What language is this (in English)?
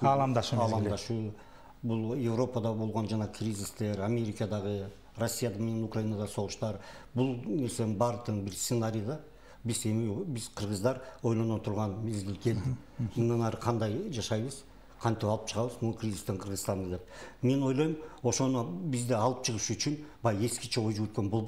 Kyrgyz